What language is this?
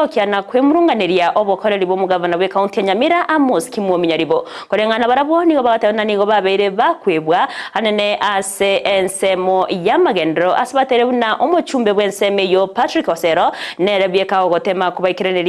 Gusii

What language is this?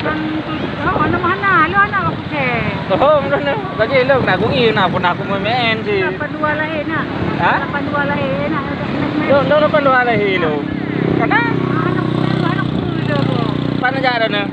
Achinese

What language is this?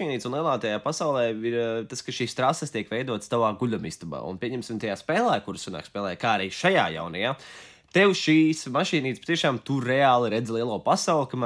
Latvian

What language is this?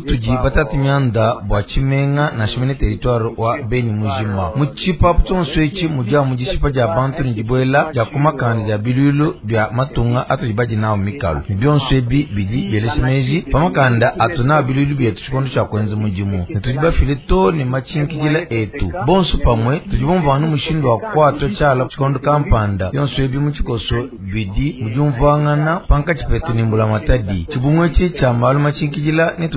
Luba-Lulua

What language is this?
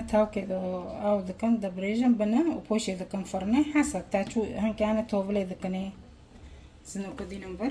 Kurdish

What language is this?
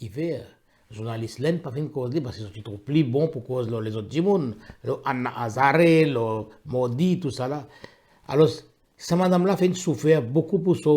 Morisyen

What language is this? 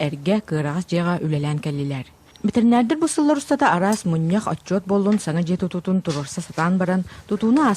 Yakut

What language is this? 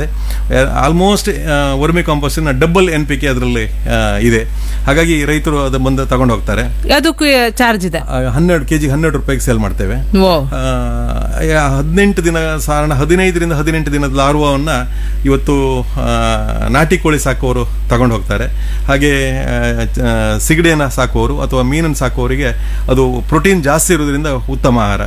Kannada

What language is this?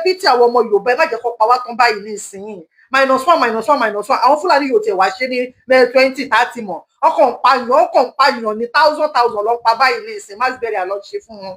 Yoruba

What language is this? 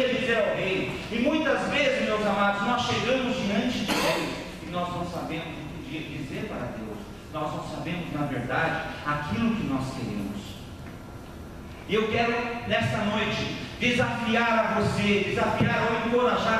Portuguese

